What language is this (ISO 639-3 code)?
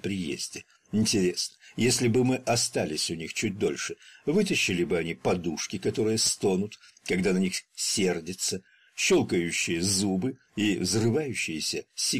rus